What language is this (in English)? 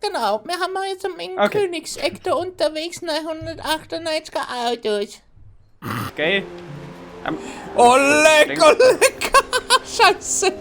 Bavarian